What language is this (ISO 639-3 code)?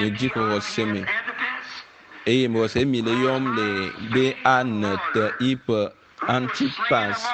ewe